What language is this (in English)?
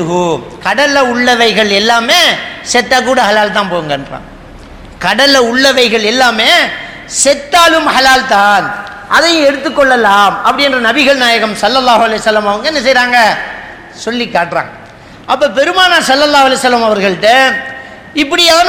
Tamil